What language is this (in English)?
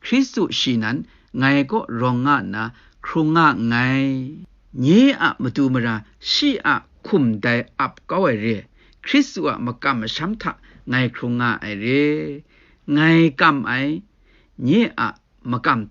Kachin